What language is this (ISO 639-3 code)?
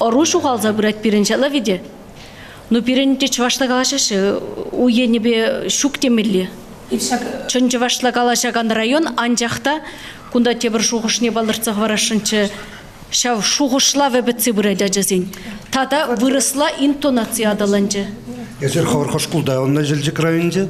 chv